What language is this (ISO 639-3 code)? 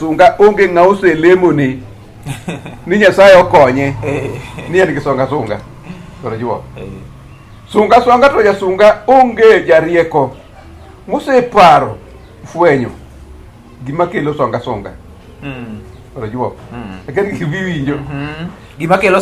luo